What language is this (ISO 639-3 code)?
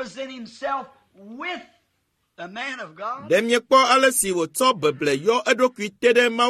ewe